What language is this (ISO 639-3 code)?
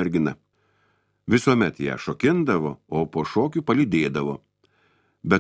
lit